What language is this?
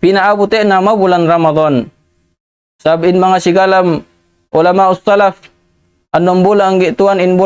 Tausug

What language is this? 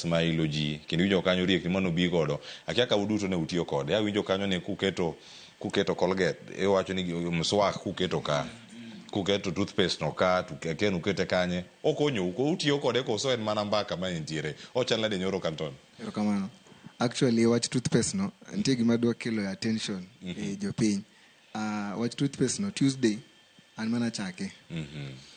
Luo (Kenya and Tanzania)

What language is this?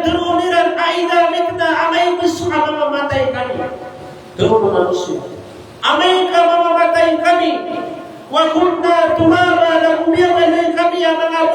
Maranao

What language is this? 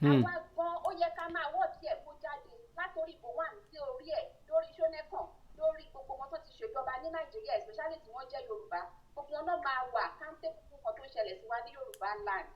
Yoruba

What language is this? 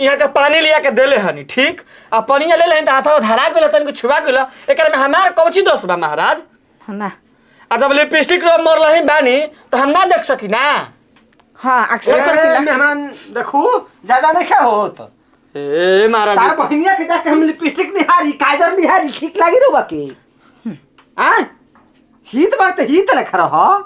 Bhojpuri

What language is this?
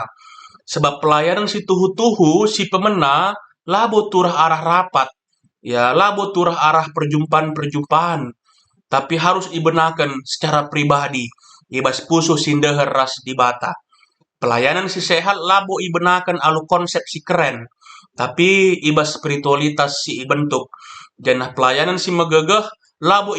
Batak Karo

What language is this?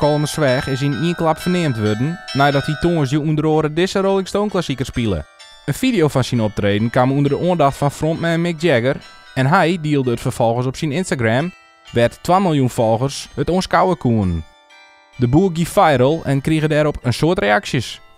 Western Frisian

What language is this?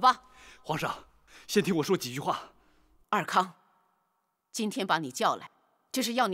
Chinese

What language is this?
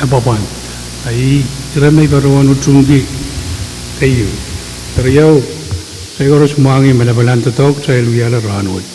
Pohnpeian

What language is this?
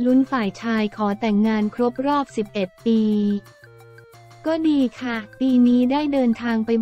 Thai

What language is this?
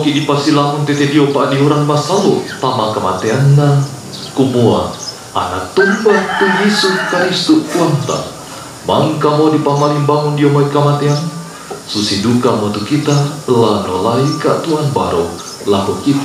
Toraja-Sa'dan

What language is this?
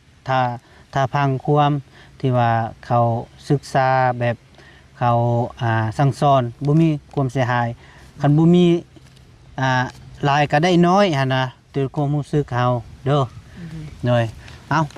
Lao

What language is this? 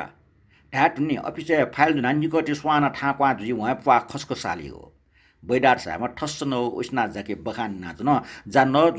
Newari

